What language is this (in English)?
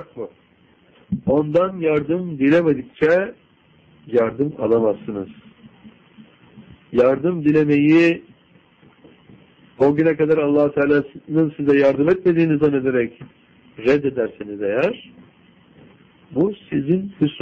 Turkish